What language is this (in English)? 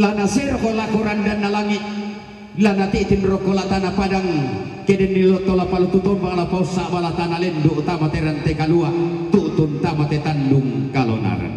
Toraja-Sa'dan